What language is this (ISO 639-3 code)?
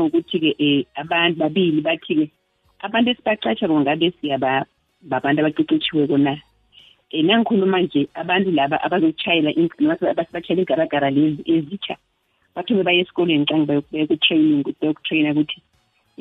nbl